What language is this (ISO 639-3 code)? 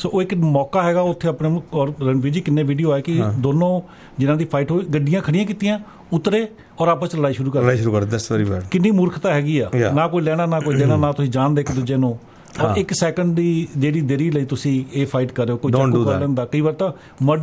pan